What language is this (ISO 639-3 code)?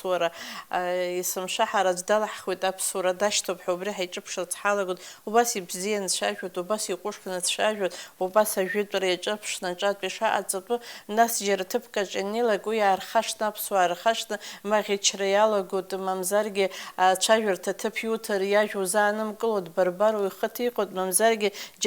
abk